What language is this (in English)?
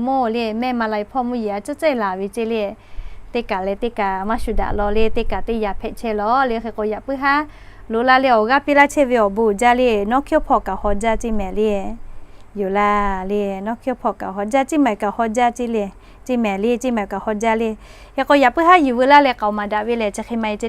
Lahu